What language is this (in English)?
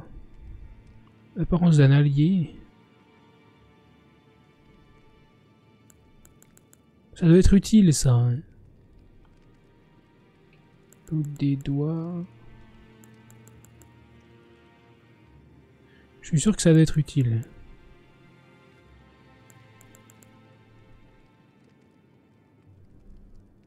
French